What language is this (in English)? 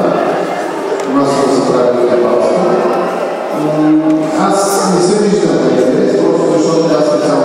Bulgarian